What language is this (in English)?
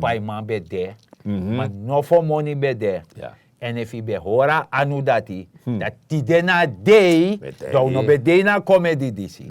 Sranan Tongo